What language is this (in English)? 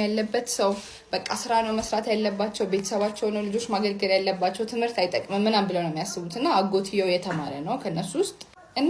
Amharic